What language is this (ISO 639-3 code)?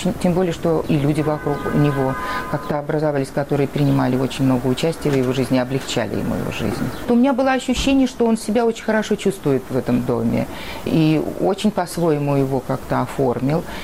rus